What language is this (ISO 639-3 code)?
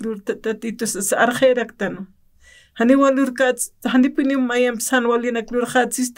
aym